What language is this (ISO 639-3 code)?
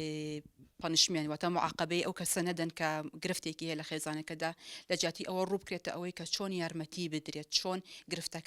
ckb